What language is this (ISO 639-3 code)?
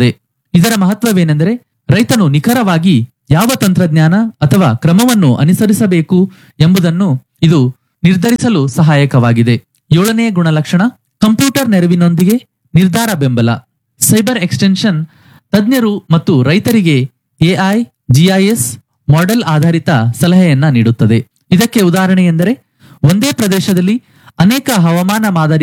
kan